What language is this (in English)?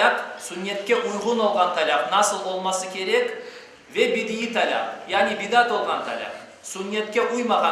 Crimean Tatar